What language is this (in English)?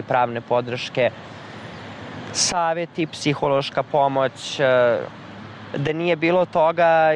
Serbian